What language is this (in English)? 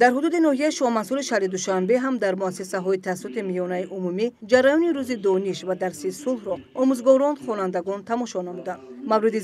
Tajik